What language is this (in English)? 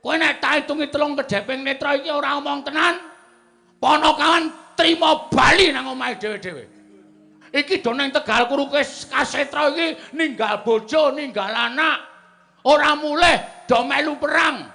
Javanese